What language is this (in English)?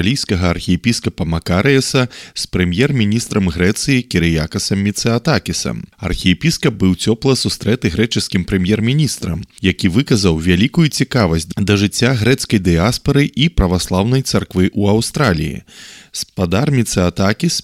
Belarusian